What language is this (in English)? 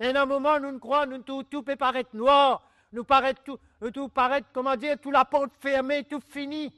Morisyen